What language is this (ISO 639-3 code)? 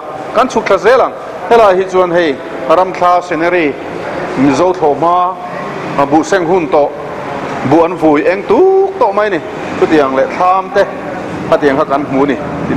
lus